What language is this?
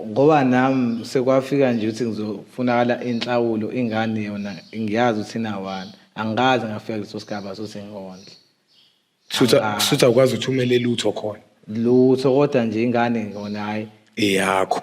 Zulu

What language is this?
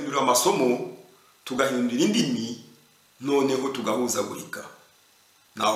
Kinyarwanda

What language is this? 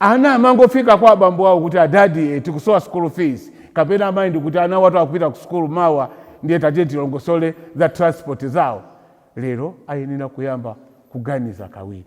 Nyanja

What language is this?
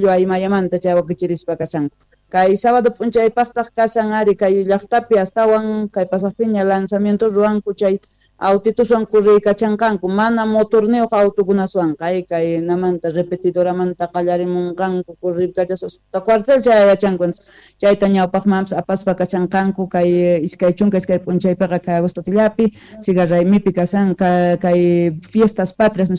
South Bolivian Quechua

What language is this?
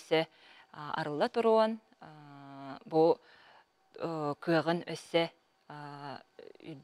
Yakut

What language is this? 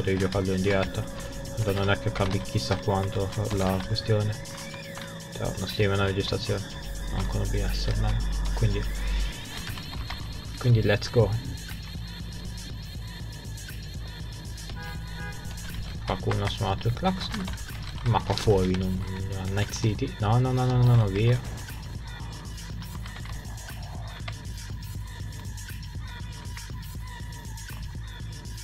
Italian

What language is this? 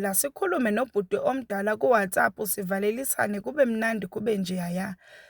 Zulu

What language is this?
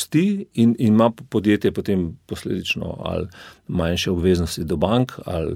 Slovenian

